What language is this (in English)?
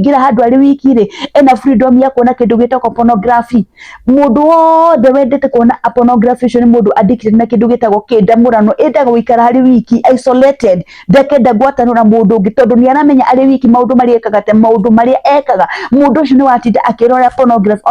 Kikuyu